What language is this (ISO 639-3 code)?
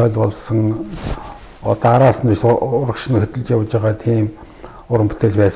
mon